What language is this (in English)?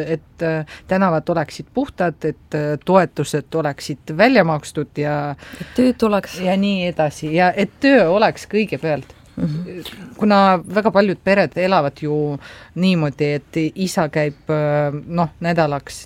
Estonian